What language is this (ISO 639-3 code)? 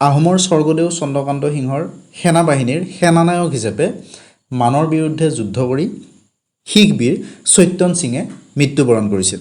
asm